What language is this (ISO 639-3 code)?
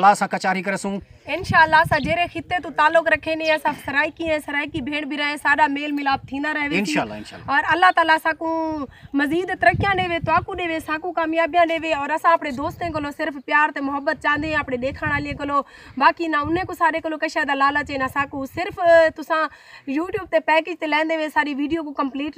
skr